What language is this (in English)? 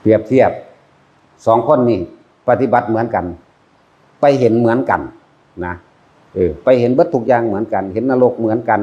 Northeastern Thai